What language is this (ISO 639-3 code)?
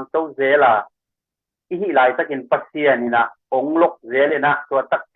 ctd